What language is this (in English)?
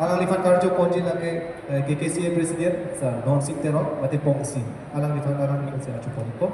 Karbi